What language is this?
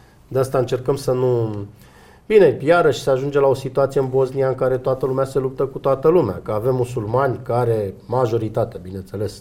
Romanian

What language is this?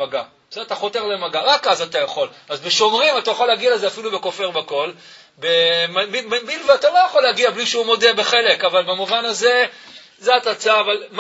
Hebrew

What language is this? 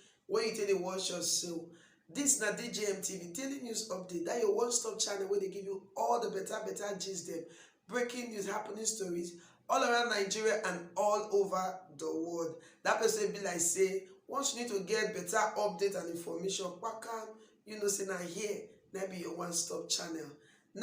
Nigerian Pidgin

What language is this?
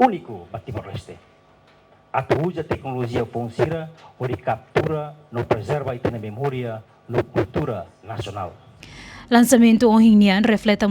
Tetum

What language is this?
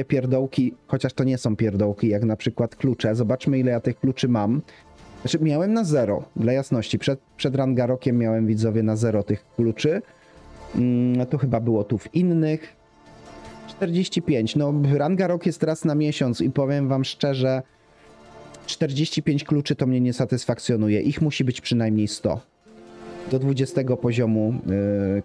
Polish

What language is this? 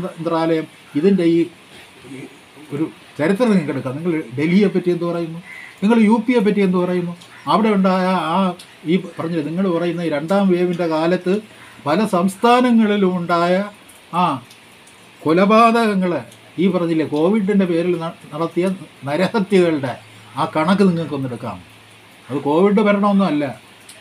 Malayalam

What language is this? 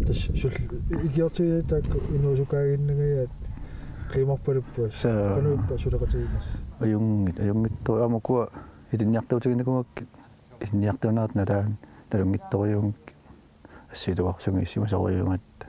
Kalaallisut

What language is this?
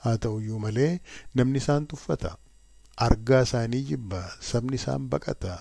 Oromo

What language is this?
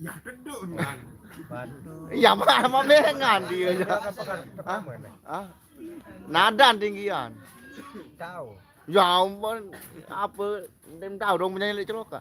Sasak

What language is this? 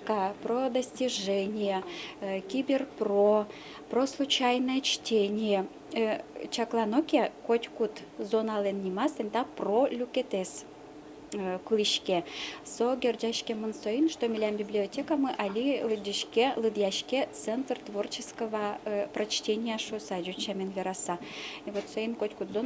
Udmurt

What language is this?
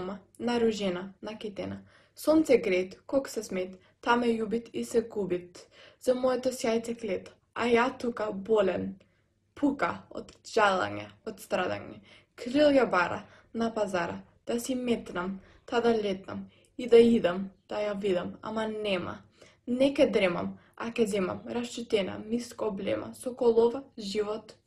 Macedonian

